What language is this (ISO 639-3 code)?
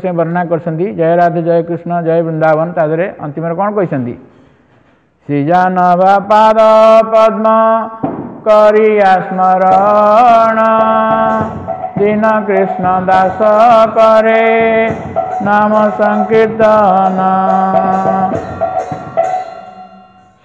ori